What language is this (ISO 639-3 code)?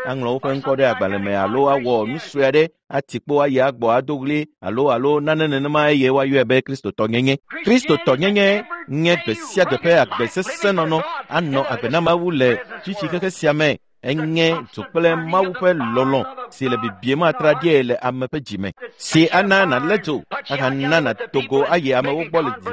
ewe